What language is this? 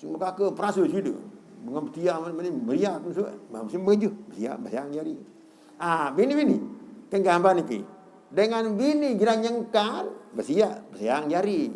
Sasak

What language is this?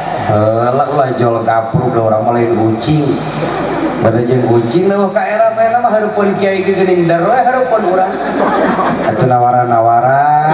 Sundanese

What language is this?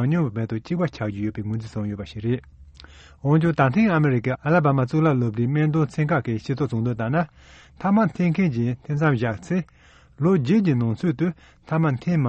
Tibetan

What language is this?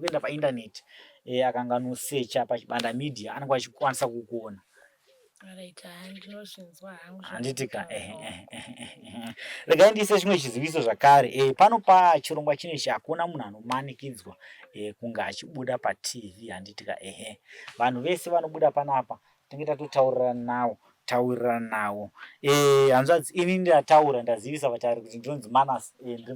Shona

